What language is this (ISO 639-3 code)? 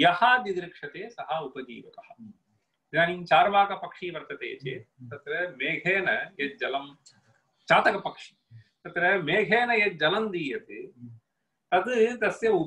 san